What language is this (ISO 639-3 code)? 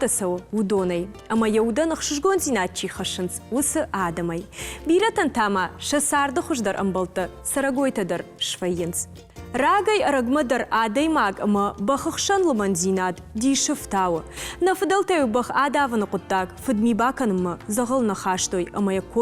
oss